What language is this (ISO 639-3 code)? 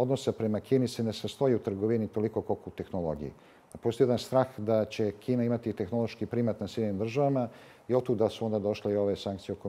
srp